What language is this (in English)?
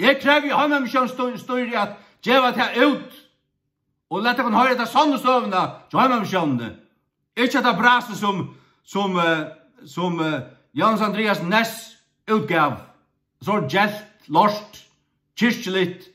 Faroese